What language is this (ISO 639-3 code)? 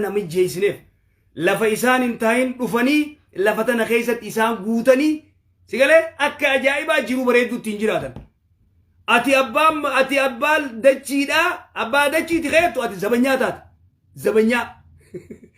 orm